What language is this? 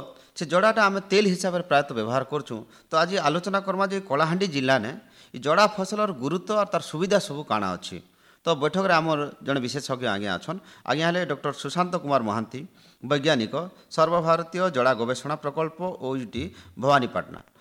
Odia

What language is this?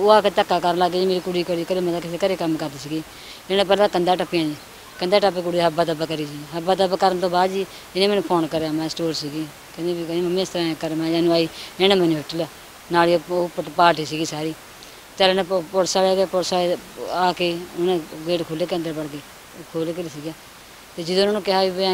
Punjabi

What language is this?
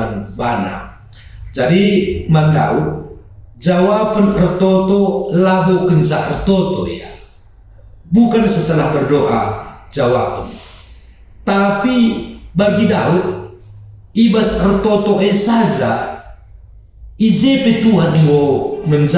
Batak Karo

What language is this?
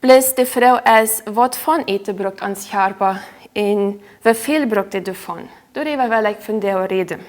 Plautdietsch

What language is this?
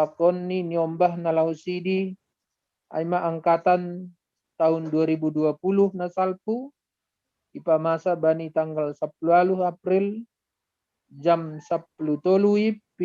Batak Simalungun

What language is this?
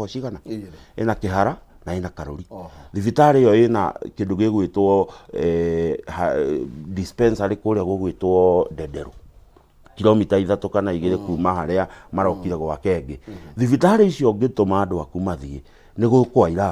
Kikuyu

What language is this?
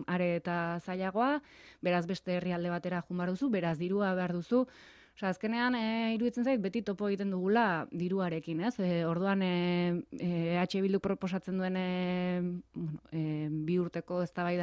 Basque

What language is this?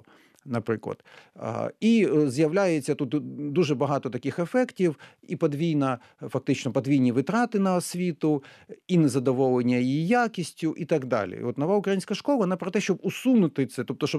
Ukrainian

